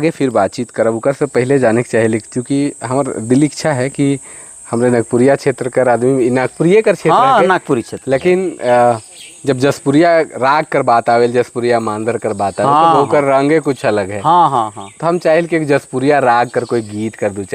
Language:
Sadri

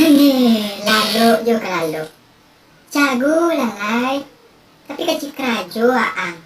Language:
Minangkabau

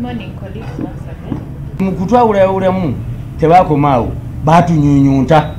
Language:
Ganda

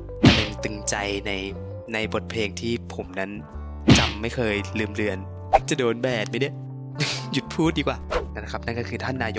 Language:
Thai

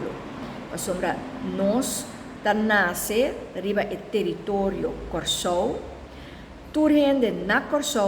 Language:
Papiamento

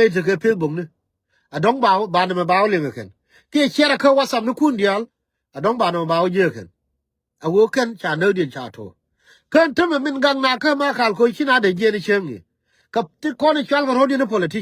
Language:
Nuer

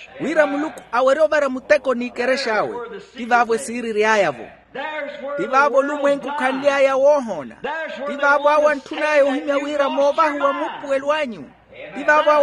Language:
Makhuwa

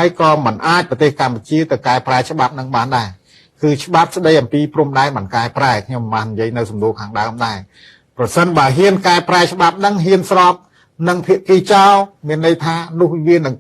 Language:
Khmer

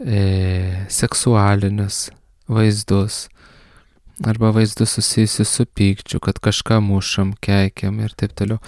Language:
Lithuanian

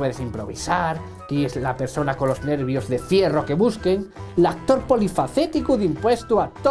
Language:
Asturian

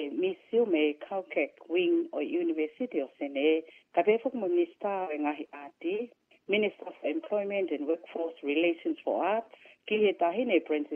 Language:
Tongan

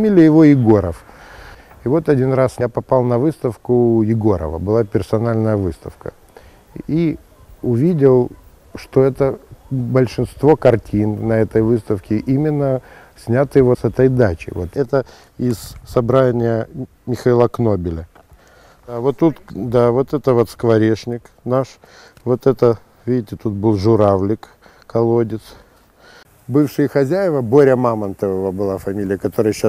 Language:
Russian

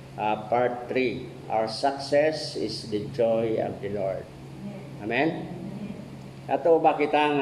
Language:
Waray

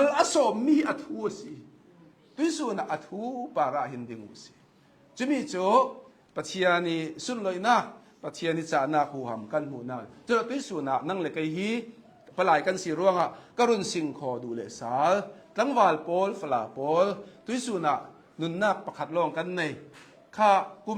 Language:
Hakha Chin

